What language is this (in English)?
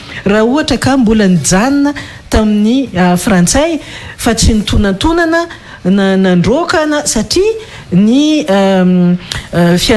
Malagasy